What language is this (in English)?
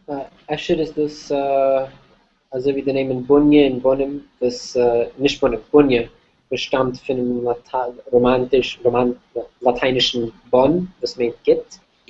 Yiddish